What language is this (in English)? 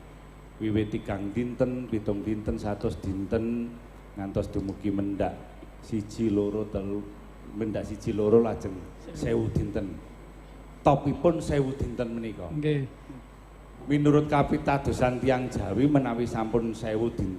Javanese